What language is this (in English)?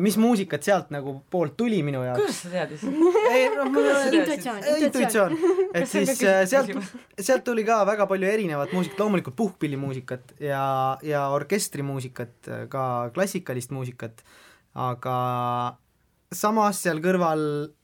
Estonian